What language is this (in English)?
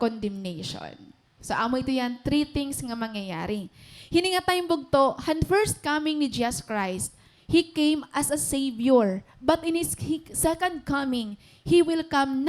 Waray